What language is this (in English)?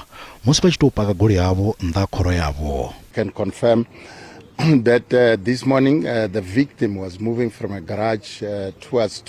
Venda